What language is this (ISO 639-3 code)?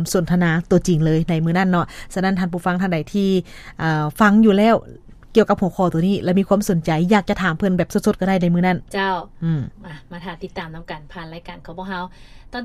lao